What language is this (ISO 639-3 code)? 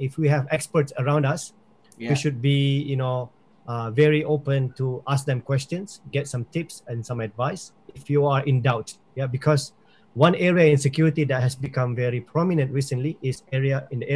eng